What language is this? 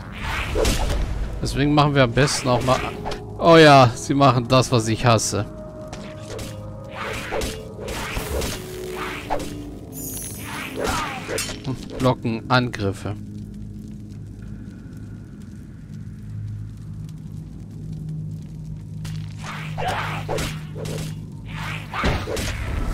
German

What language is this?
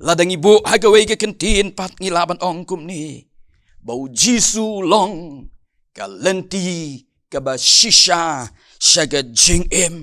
Khasi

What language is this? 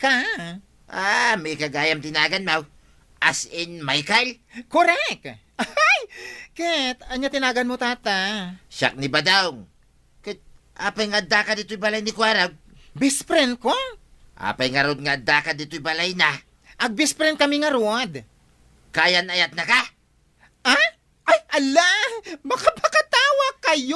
Iloko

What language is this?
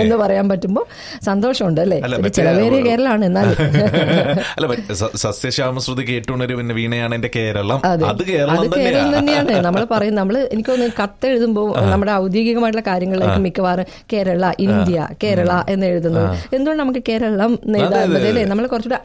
Malayalam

